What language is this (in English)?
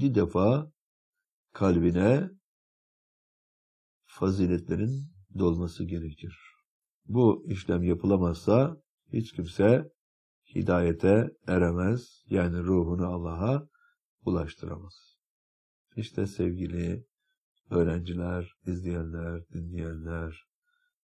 Turkish